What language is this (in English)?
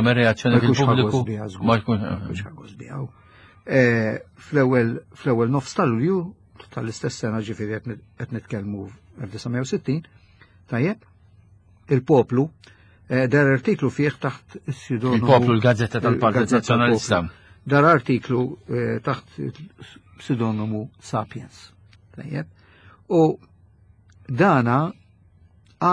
Maltese